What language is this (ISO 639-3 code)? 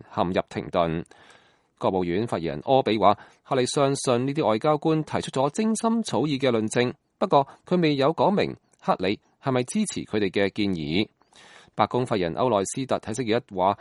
yue